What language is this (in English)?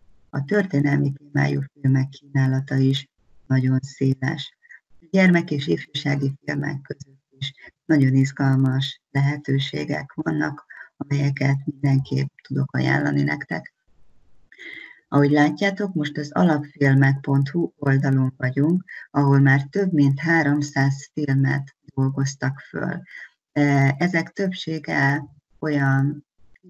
Hungarian